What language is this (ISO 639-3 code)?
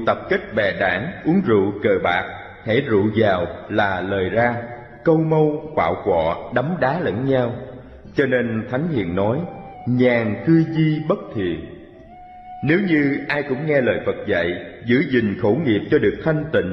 vie